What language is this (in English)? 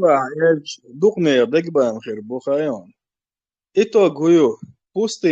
Chechen